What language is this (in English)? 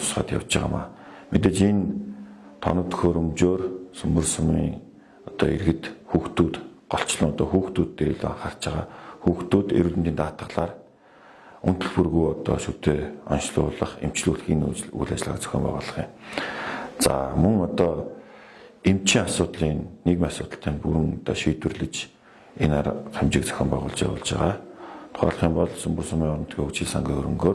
Mongolian